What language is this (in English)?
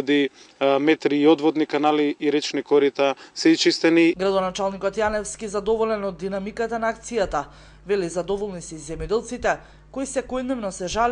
Macedonian